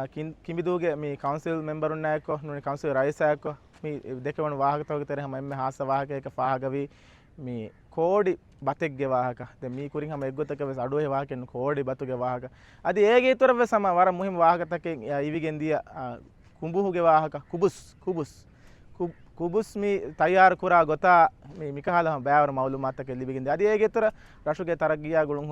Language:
Divehi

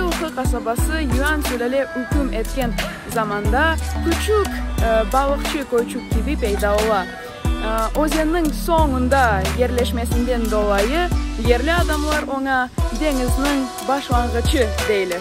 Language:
Crimean Tatar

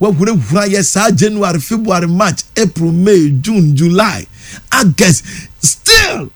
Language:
Akan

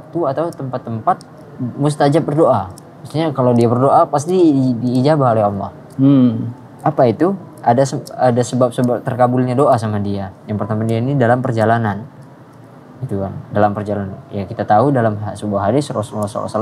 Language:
Indonesian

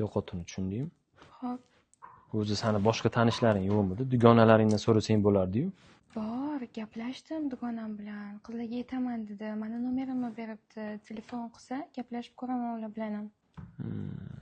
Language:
Uzbek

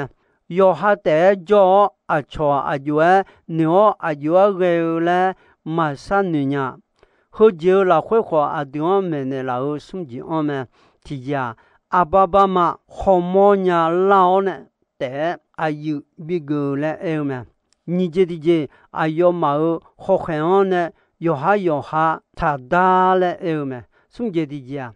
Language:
Akha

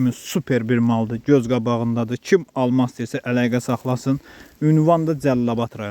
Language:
Azerbaijani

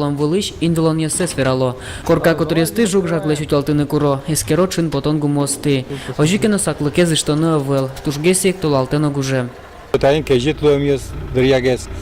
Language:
Udmurt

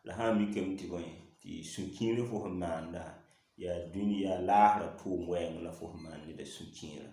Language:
Mossi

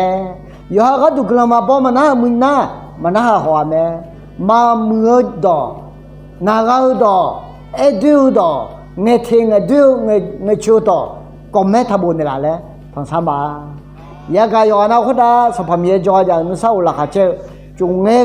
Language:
Akha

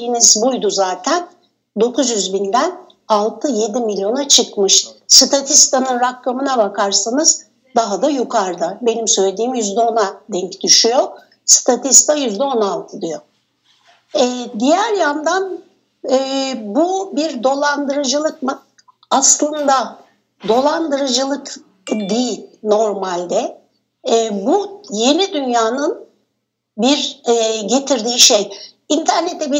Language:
Turkish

